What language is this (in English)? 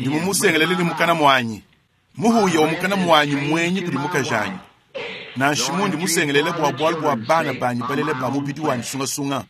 Luba-Lulua